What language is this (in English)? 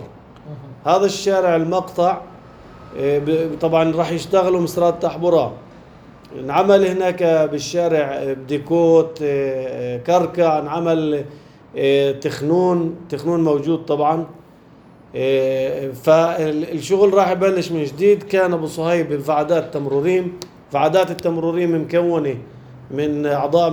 North Levantine Arabic